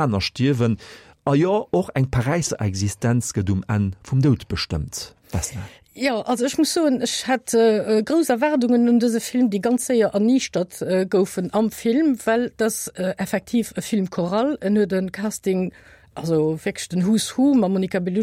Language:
Luxembourgish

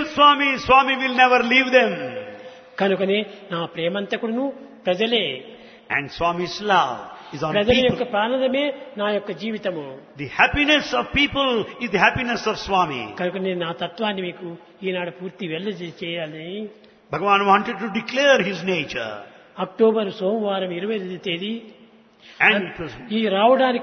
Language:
Telugu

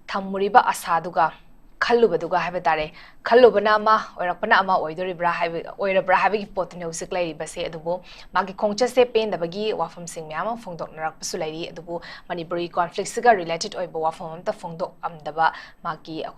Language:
Manipuri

